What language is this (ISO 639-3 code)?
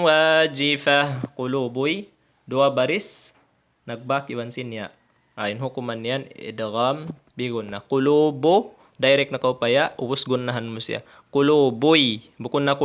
tsg